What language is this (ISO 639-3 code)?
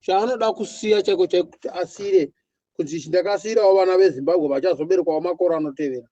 sna